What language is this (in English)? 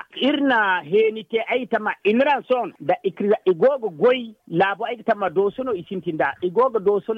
Zarma